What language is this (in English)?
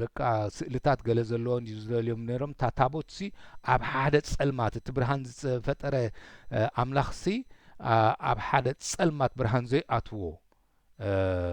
Tigrinya